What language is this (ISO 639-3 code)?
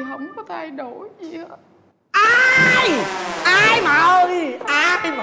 vie